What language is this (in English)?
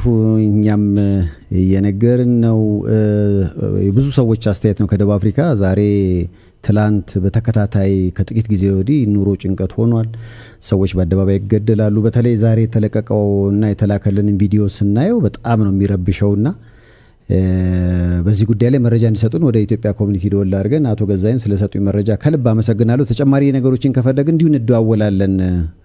Amharic